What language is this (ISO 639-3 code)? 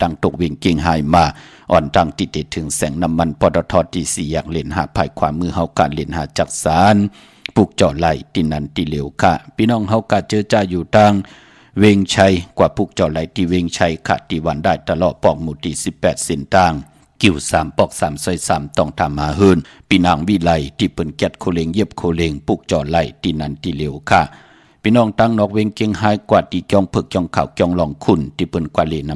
shn